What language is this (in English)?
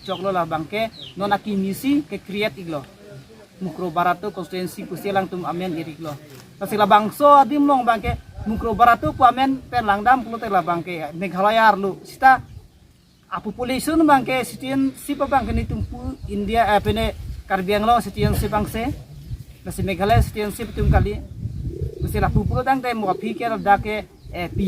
Karbi